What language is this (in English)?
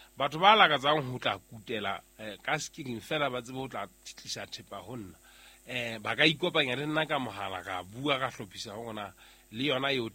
Southern Sotho